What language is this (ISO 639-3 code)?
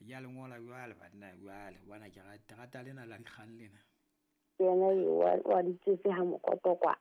sot